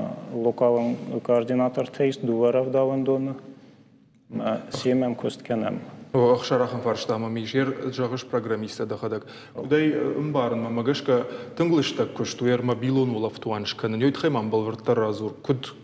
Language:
Ossetic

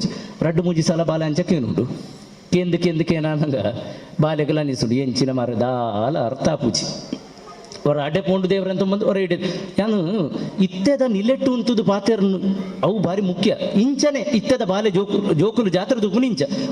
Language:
Tulu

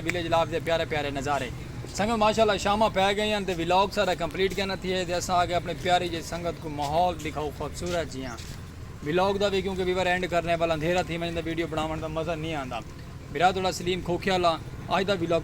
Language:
Saraiki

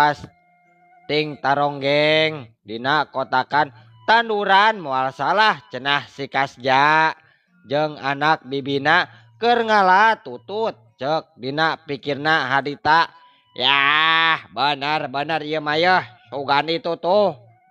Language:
Sundanese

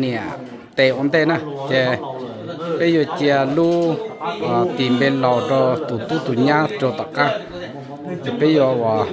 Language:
Hmong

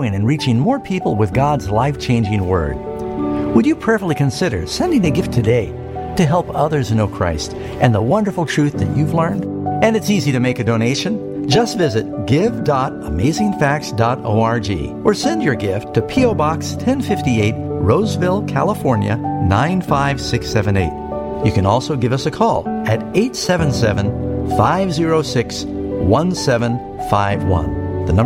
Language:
English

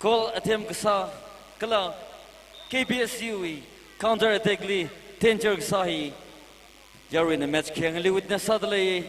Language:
Tangkhul Naga (India)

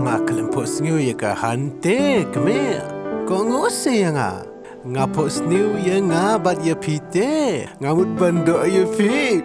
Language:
Khasi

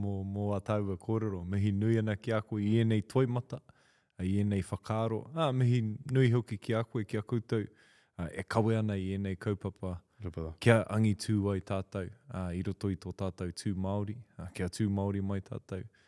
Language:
Māori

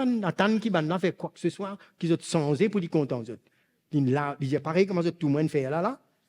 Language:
Morisyen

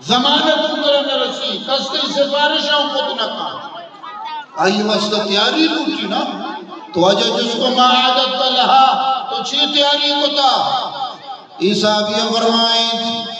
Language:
Eastern Balochi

